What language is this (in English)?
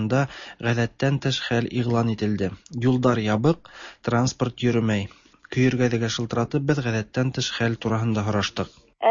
Tatar